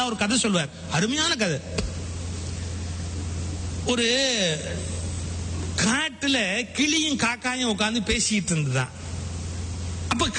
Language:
Tamil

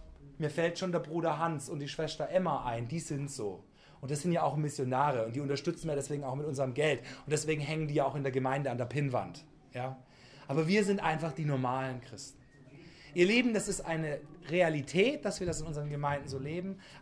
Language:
German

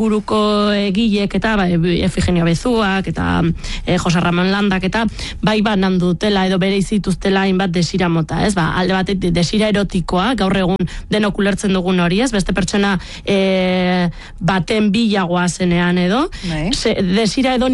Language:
Basque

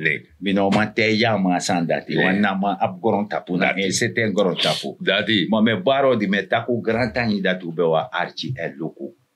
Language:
Sranan Tongo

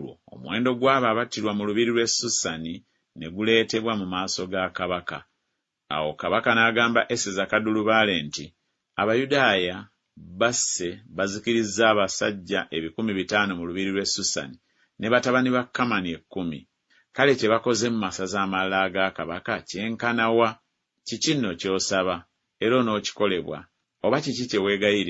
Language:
Ganda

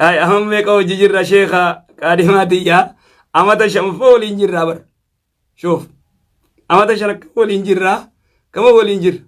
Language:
Oromo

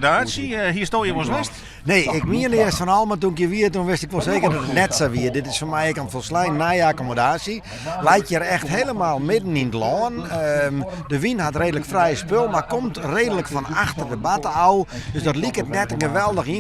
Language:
Western Frisian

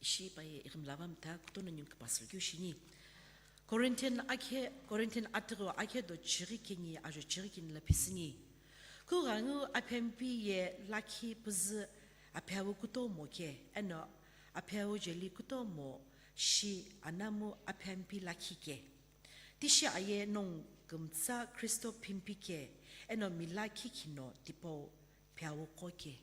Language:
Sumi Naga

